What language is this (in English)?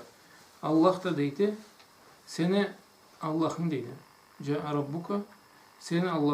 Karachay-Balkar